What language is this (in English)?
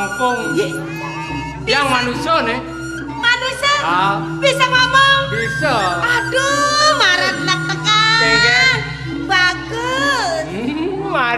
Balinese